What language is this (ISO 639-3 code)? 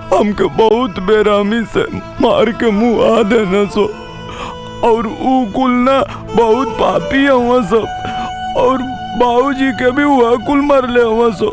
bho